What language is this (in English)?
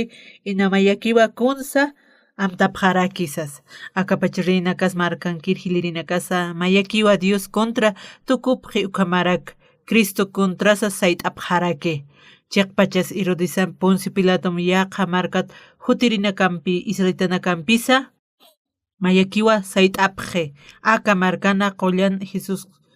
Aymara